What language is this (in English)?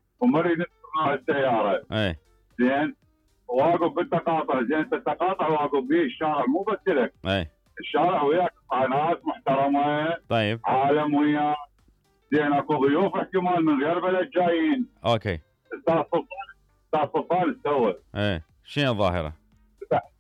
Mesopotamian Arabic